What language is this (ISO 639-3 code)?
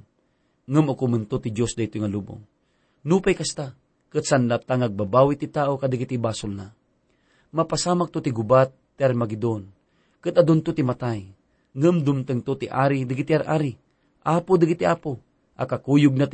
ilo